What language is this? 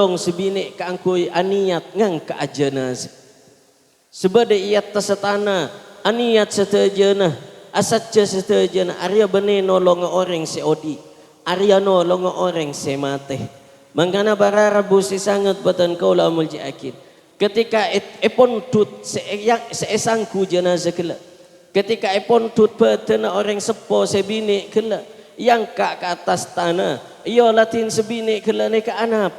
Madurese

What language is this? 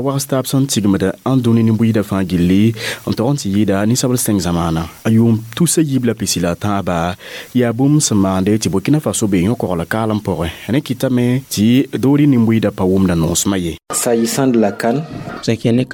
Mossi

